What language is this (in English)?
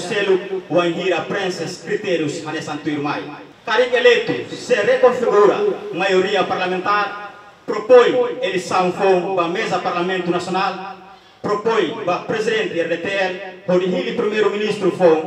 Tetum